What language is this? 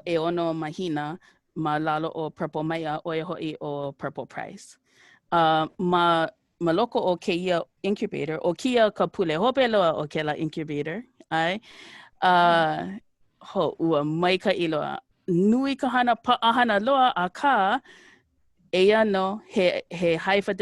Hawaiian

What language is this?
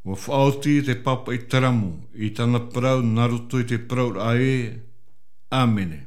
Tahitian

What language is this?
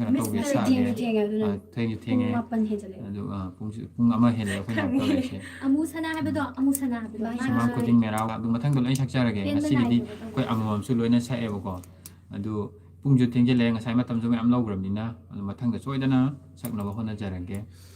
Manipuri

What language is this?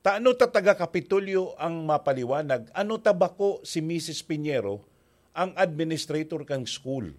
Bikol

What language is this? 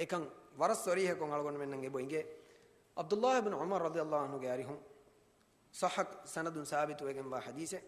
Divehi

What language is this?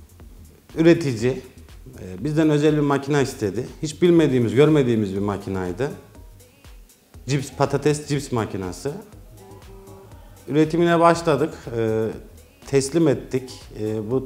Turkish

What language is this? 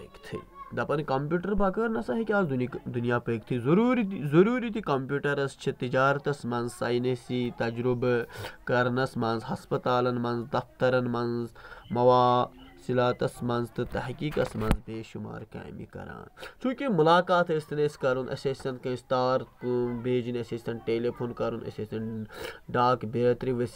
Kashmiri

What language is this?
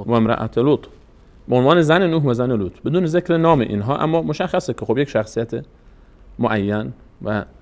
Persian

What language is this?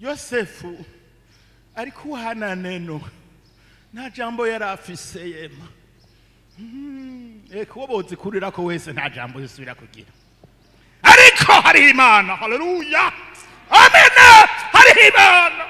Rundi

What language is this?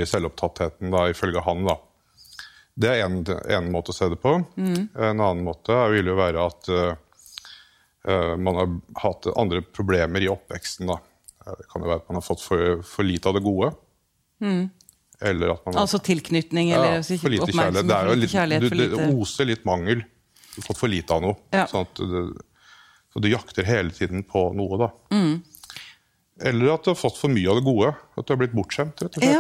Norwegian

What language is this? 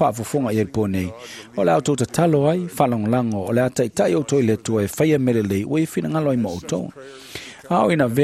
Samoan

